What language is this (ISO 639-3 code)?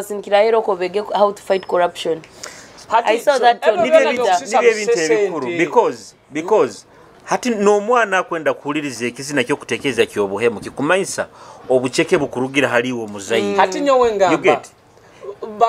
nyo